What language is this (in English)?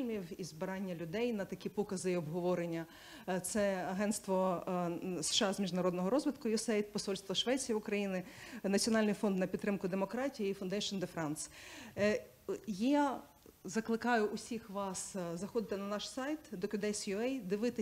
Ukrainian